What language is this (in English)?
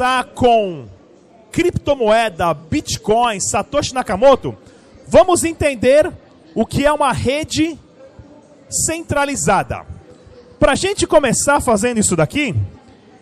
Portuguese